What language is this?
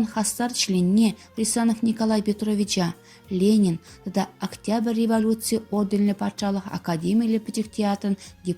Chuvash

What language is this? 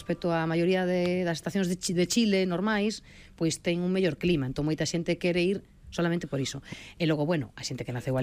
Galician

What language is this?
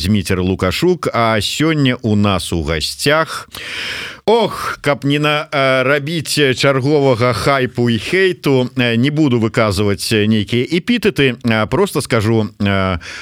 Belarusian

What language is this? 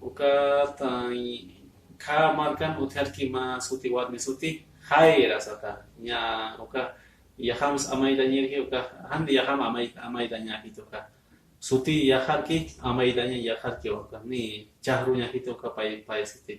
Aymara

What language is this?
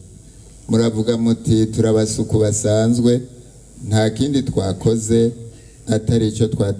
Rundi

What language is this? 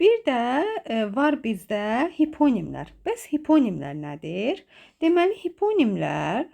Azerbaijani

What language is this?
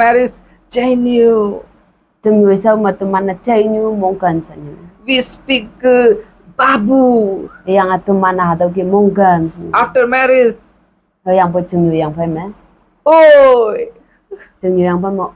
Konyak Naga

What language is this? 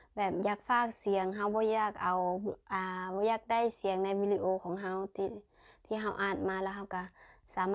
Lao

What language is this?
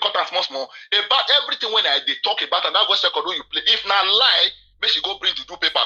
Nigerian Pidgin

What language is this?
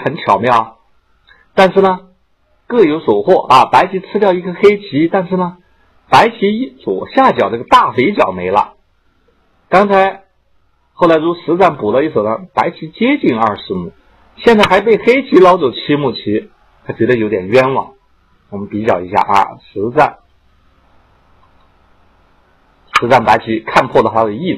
Chinese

